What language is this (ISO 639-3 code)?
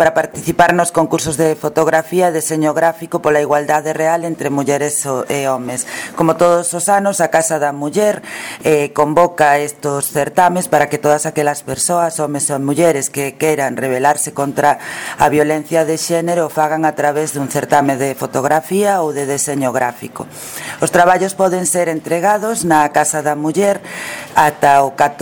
glg